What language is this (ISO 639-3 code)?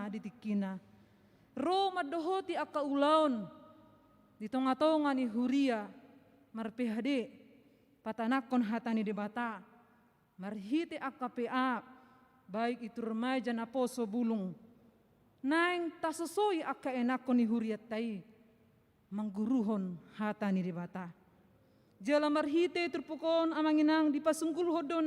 bbc